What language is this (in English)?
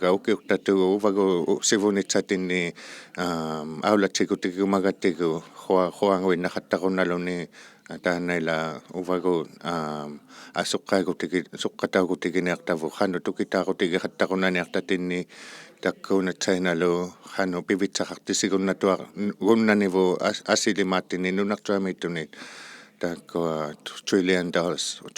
Inuktitut